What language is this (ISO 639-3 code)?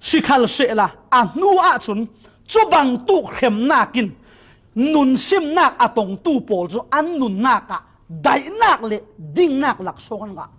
cfm